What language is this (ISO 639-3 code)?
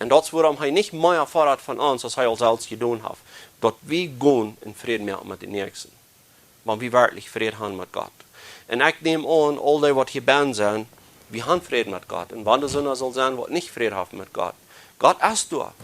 pdt